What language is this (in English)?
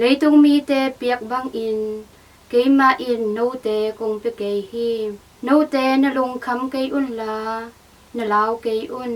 Tedim Chin